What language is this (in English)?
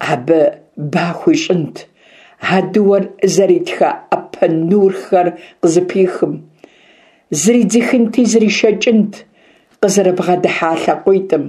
Kabardian